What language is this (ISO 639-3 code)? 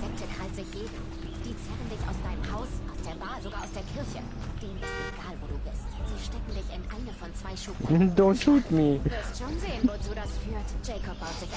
gsw